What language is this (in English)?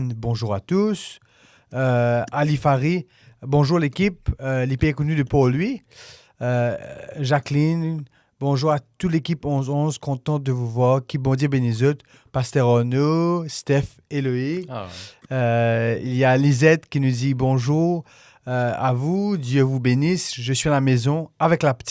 Morisyen